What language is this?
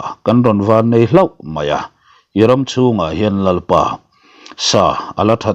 Mizo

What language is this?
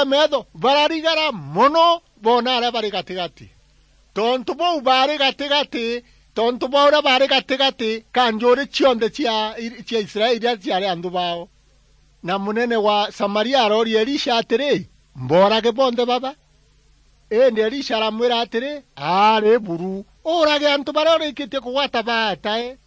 Meru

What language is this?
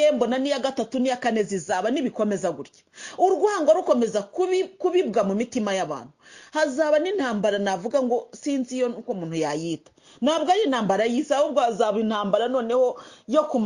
Kinyarwanda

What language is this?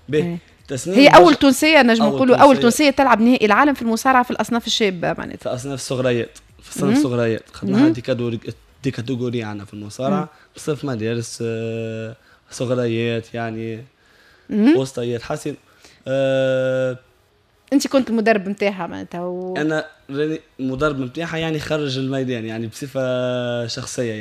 Tunisian Arabic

